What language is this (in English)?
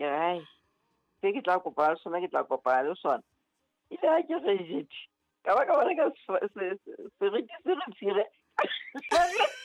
Southern Sotho